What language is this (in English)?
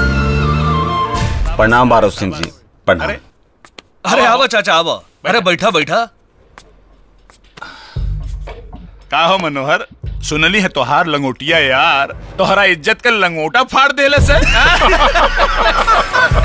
Bhojpuri